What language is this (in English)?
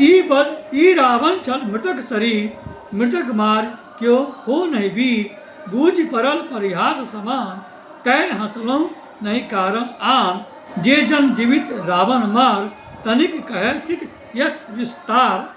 Maithili